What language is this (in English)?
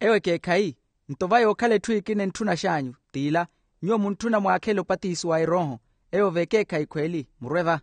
Makhuwa